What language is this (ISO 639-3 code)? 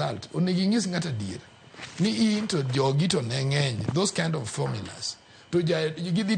luo